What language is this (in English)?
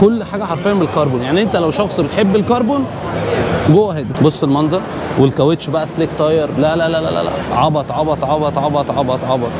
Egyptian Arabic